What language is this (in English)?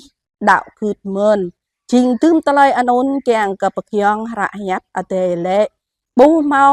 Jarai